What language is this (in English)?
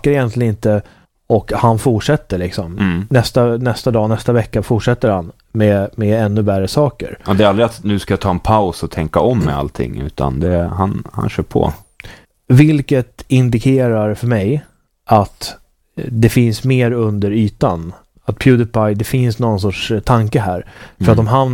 Swedish